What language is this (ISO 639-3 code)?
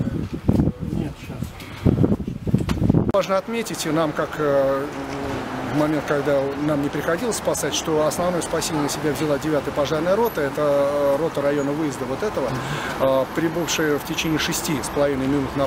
rus